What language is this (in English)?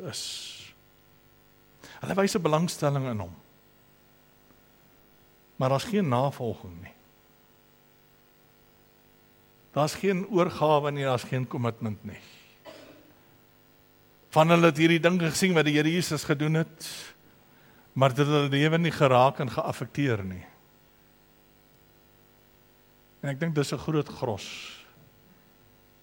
Afrikaans